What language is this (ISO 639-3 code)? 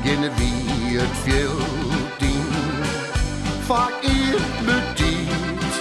fry